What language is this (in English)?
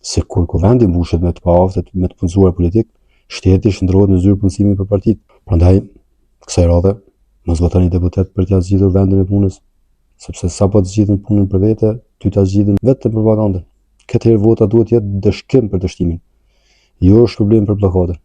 Albanian